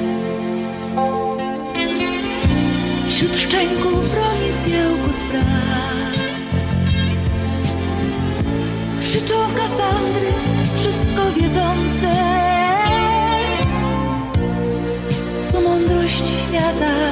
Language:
Polish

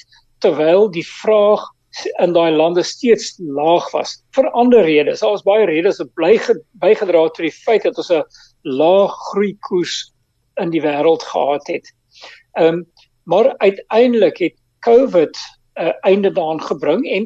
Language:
Afrikaans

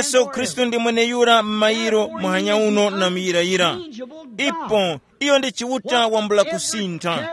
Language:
Tumbuka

